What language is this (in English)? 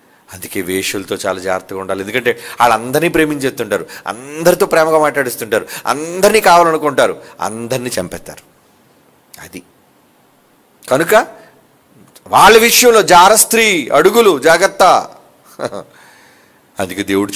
Telugu